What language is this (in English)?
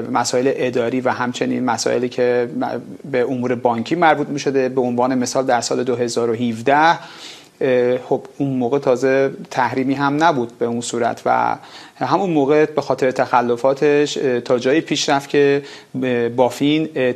Persian